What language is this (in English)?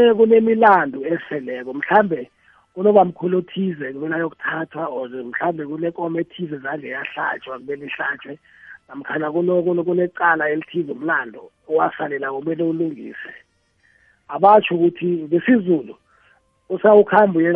South Ndebele